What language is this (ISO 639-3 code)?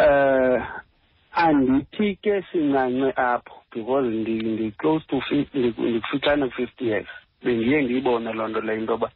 xho